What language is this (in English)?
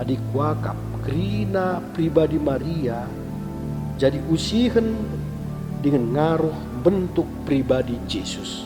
Batak Karo